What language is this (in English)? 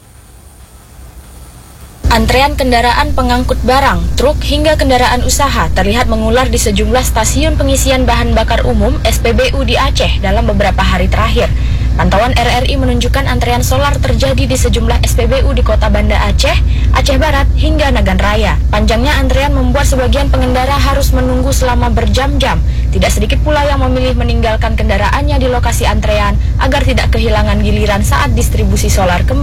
Indonesian